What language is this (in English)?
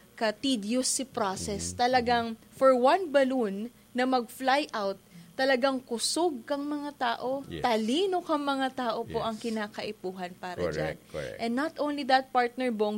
Bikol